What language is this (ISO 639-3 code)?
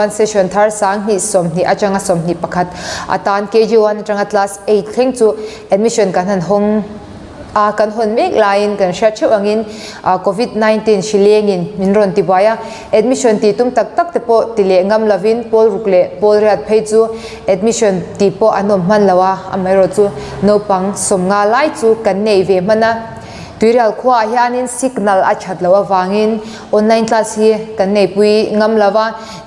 lus